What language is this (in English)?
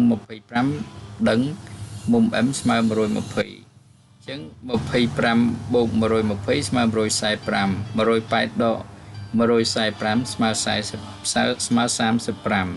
Khmer